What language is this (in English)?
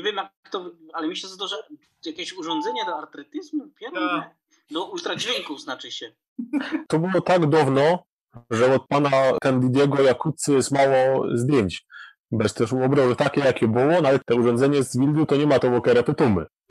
Silesian